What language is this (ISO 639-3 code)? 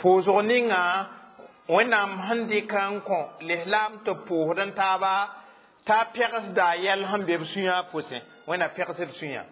mos